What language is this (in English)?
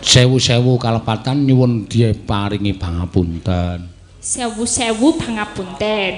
Javanese